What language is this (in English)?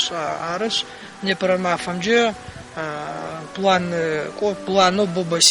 Adyghe